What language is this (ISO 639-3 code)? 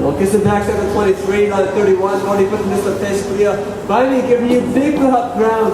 tpi